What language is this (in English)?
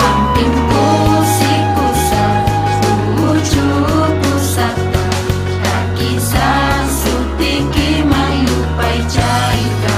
Ayacucho Quechua